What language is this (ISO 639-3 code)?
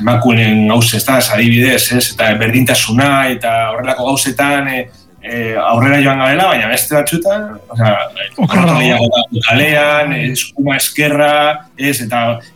eus